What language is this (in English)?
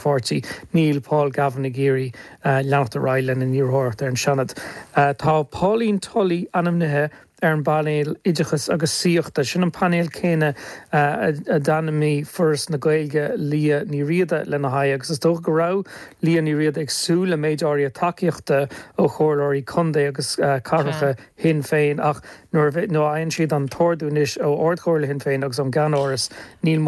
Irish